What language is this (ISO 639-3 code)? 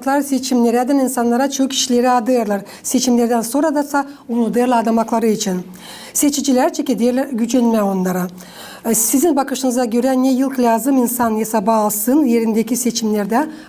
gag